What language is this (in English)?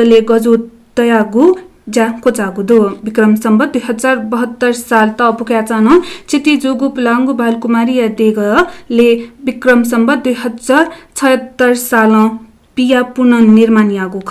Newari